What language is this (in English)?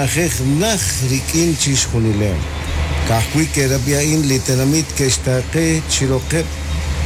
Kekchí